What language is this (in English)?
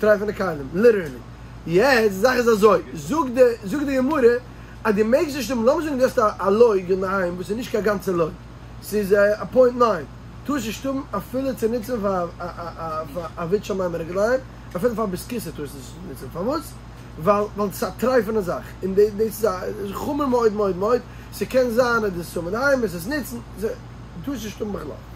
Yiddish